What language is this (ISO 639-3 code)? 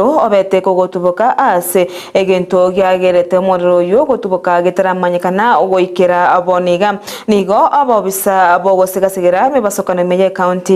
guz